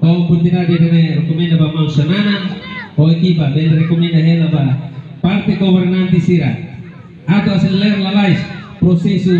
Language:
Tetum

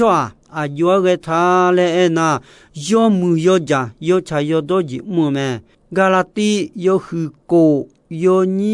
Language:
Akha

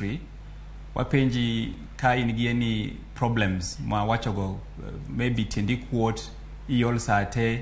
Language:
Luo (Kenya and Tanzania)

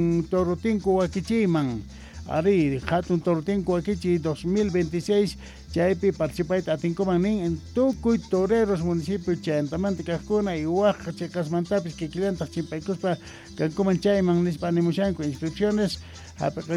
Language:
Quechua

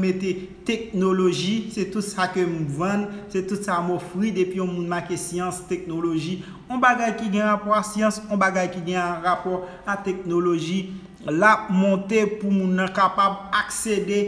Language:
Haitian Creole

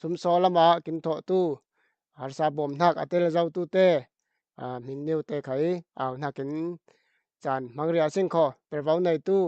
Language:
Falam Chin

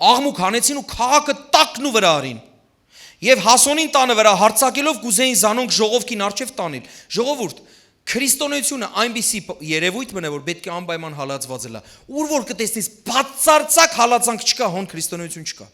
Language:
Western Armenian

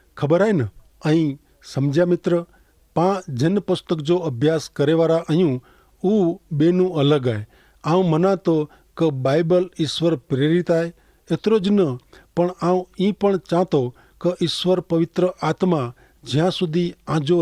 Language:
Kachhi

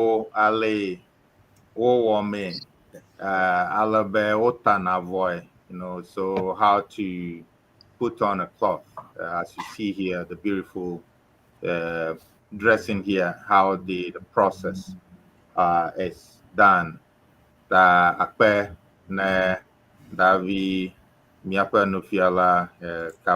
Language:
Ewe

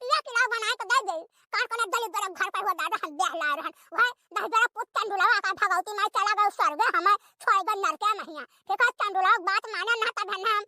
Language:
Awadhi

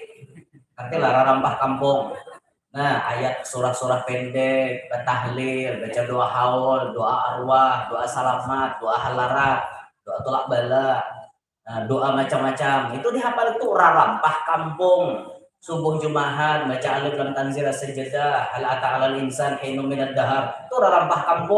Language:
Banjar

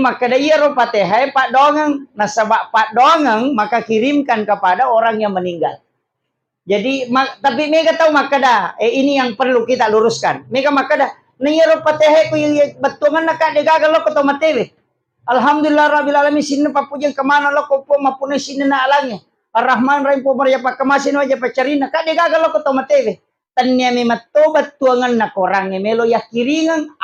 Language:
Buginese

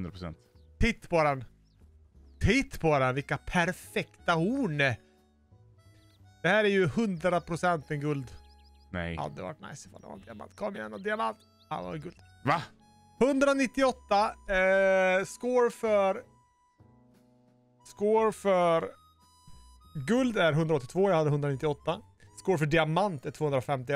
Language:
Swedish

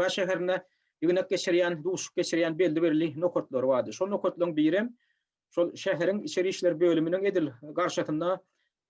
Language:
Turkmen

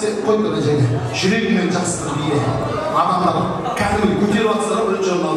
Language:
Kara-Kalpak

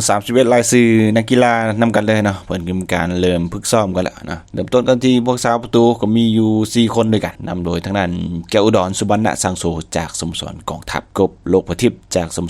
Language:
Lao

